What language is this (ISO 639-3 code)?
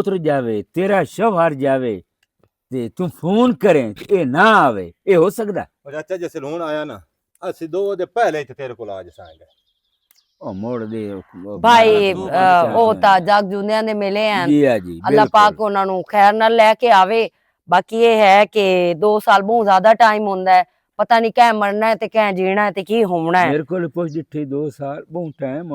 lah